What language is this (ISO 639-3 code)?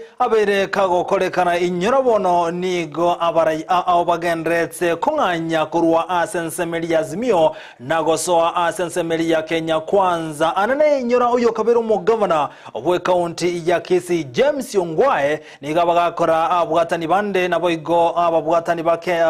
guz